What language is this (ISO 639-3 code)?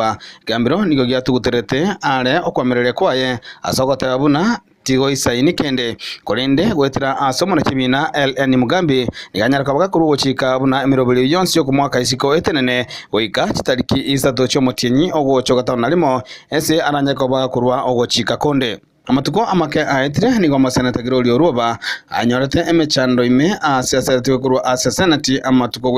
guz